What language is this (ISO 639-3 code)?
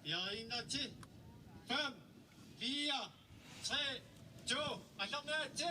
kal